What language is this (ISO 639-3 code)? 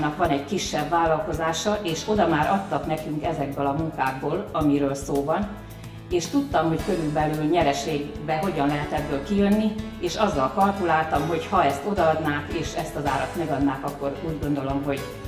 hun